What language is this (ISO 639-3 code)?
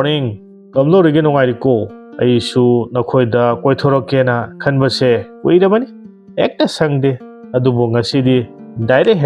mni